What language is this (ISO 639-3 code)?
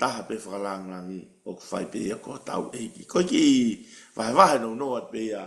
ton